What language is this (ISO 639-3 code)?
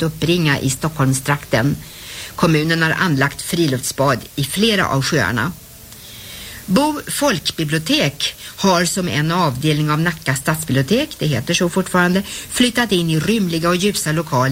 swe